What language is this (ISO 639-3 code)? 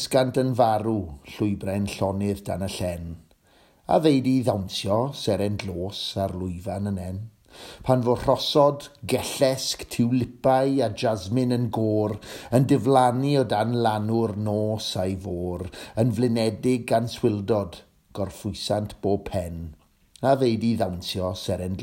cym